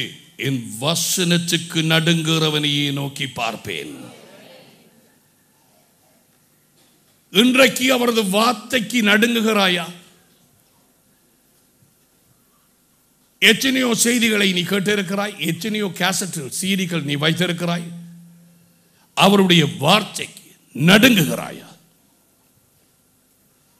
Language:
Tamil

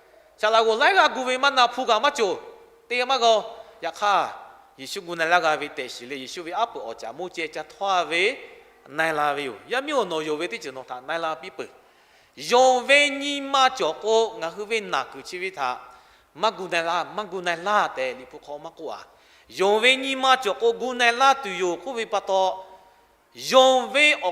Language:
Lahu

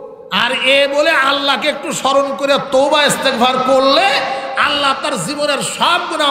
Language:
Bangla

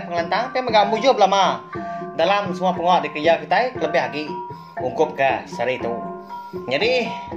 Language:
Iban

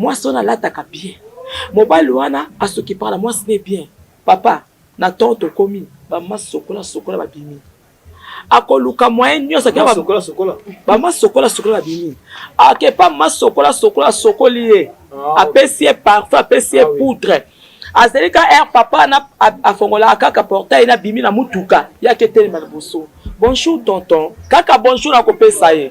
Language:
Lingala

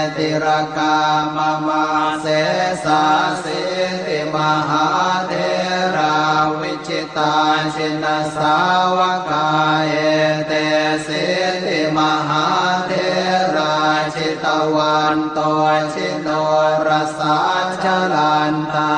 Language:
Pali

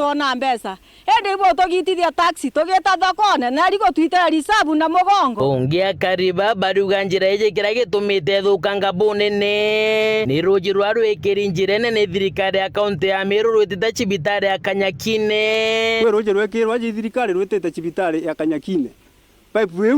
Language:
Meru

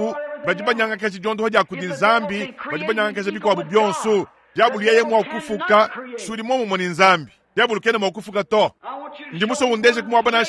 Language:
Luba-Lulua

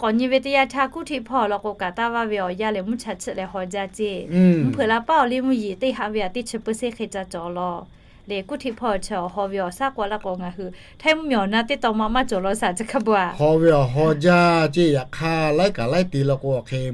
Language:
Lahu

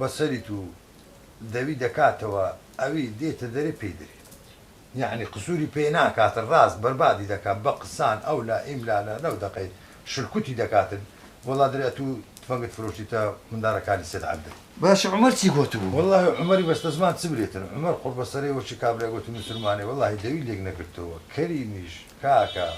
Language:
Central Kurdish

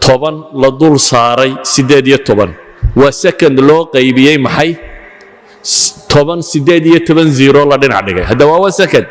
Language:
Somali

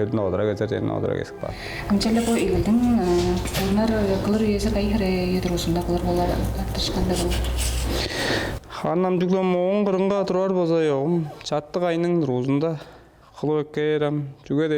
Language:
Tuvinian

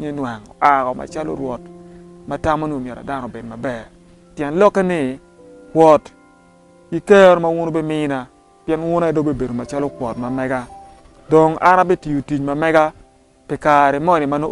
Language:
Acoli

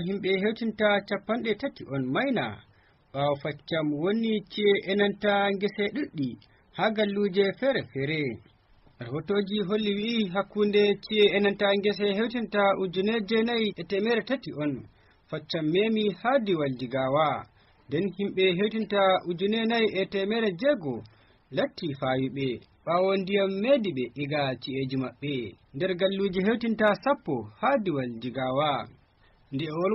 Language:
Fula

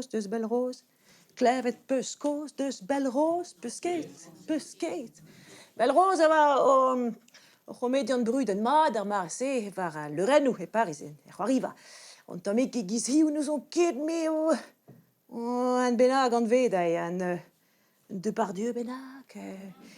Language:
Breton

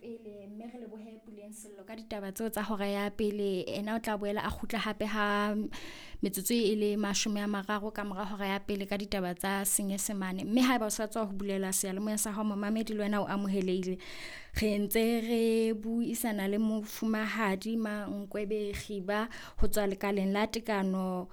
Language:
Southern Sotho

